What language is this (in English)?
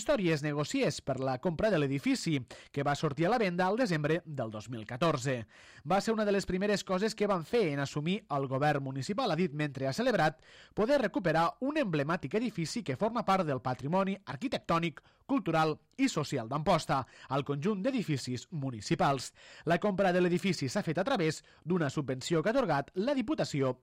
Catalan